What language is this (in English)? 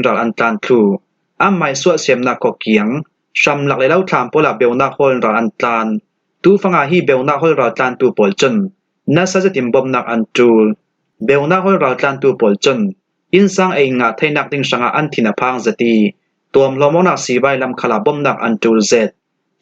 Falam Chin